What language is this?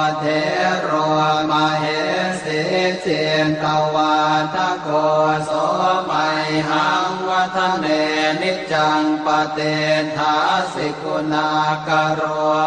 Pali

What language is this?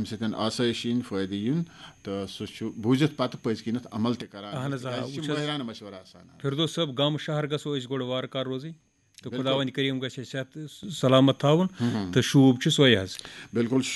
Kashmiri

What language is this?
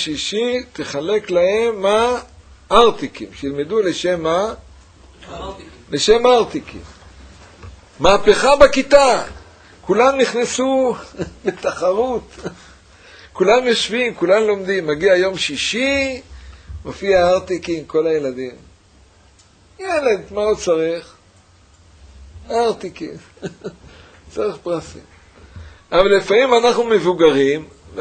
Hebrew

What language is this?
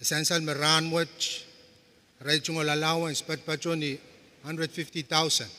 Pohnpeian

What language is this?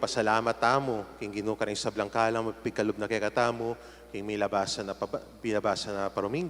Pampanga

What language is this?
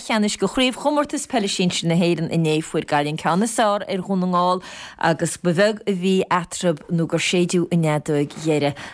Irish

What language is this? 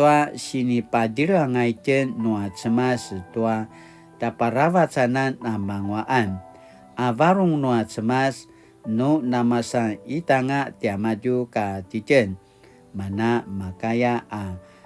Paiwan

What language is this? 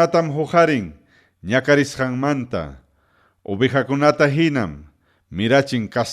Ayacucho Quechua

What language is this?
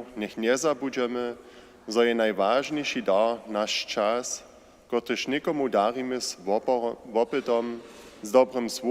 Upper Sorbian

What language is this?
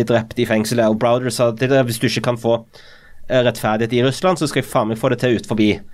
Norwegian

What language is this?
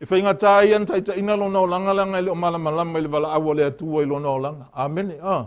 Samoan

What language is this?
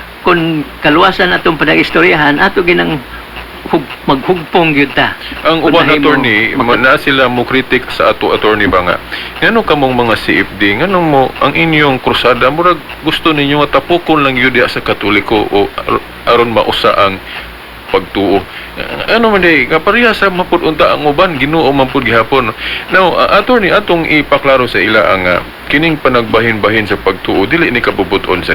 Cebuano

